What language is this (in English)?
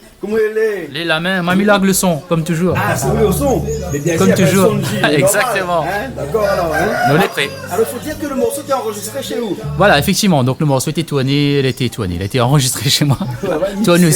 Réunion Creole French